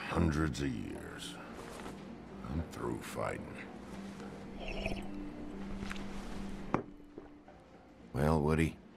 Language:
English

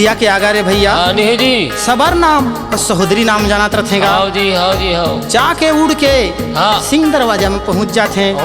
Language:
Chhattisgarhi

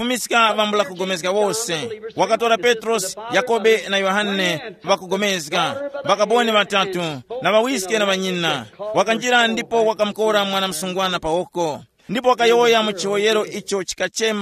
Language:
Tumbuka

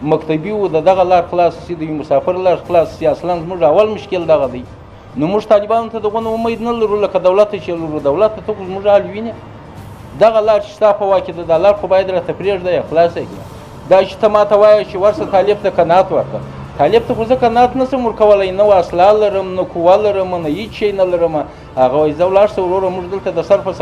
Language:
Pashto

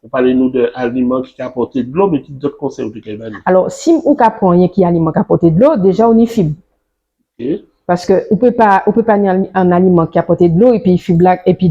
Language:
Guadeloupean Creole French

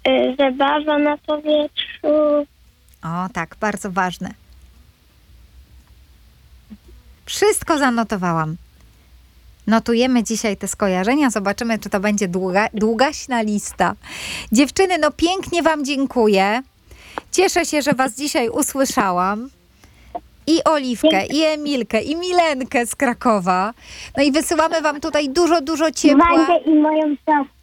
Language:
Polish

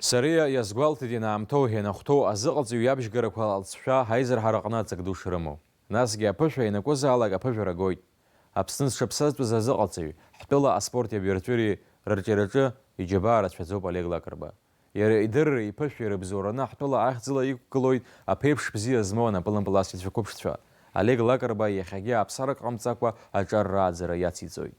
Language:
Abkhazian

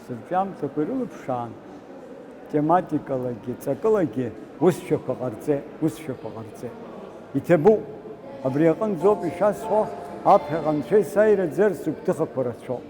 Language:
Abkhazian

